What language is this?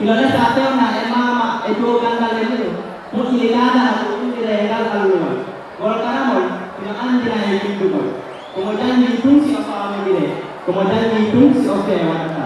Fula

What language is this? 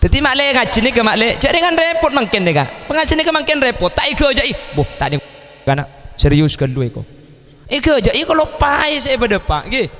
Madurese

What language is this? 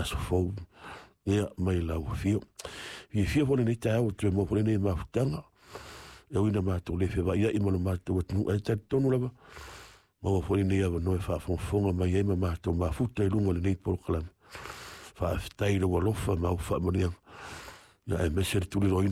Samoan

